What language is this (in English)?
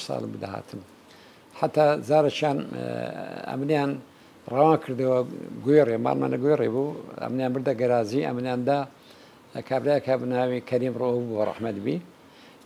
Central Kurdish